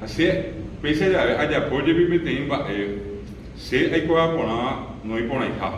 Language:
Guarani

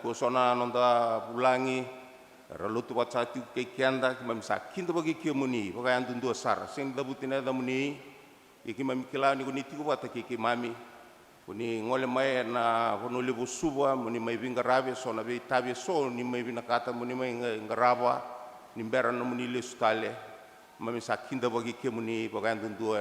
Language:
Fijian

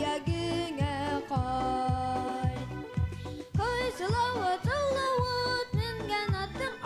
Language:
Bashkir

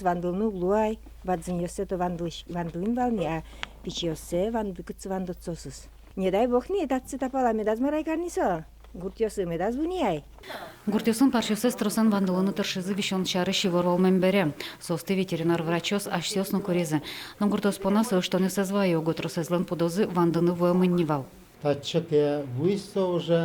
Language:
Udmurt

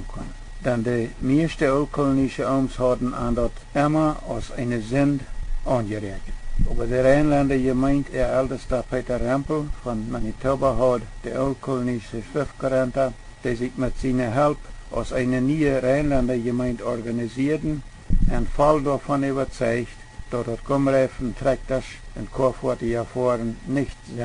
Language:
Plautdietsch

